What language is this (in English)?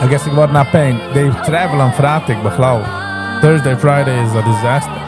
Yiddish